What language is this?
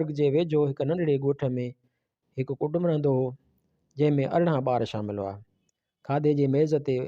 Sindhi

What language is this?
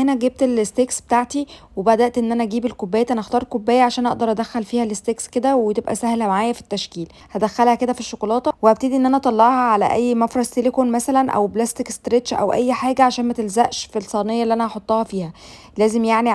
Egyptian Arabic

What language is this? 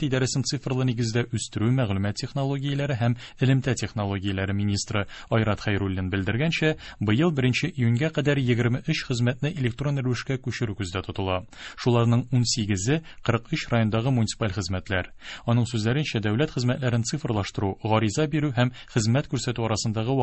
Tatar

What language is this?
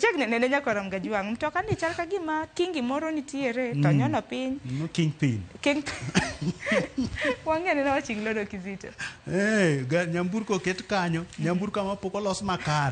Luo (Kenya and Tanzania)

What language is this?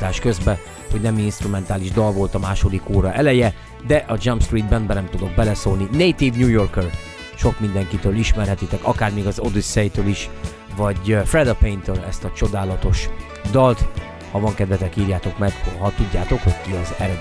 Hungarian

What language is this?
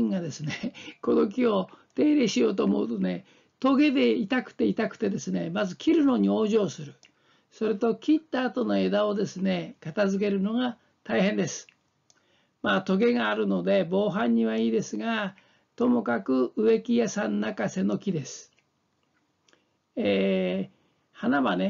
Japanese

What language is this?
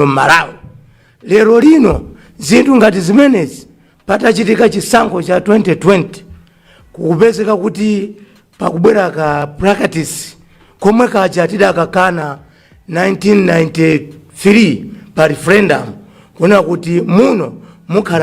Nyanja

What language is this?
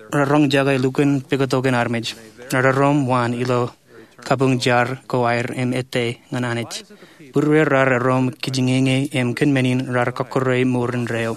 Marshallese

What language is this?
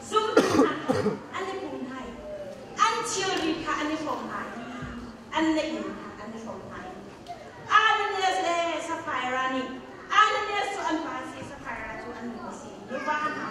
Hakha Chin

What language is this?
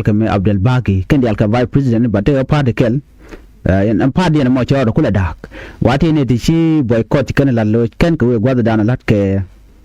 Nuer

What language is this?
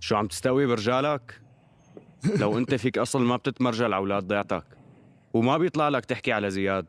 North Levantine Arabic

